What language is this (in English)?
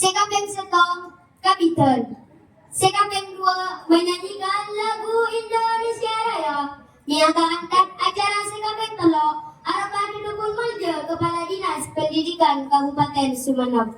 Madurese